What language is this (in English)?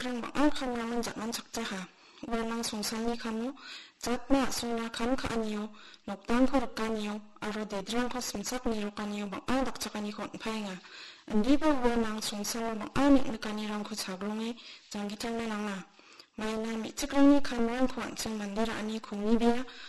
Garo